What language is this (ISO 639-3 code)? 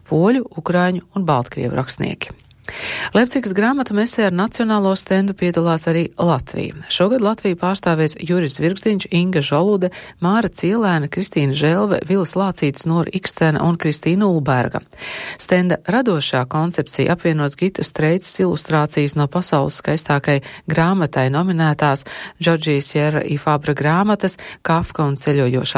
lav